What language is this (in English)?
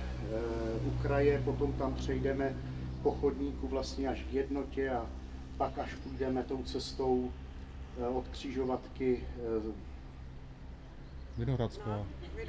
Czech